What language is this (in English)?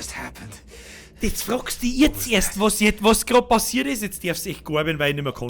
Bavarian